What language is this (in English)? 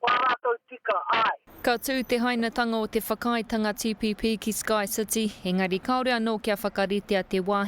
Māori